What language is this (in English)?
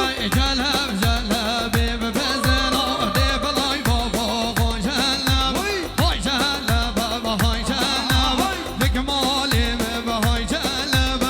Kurdish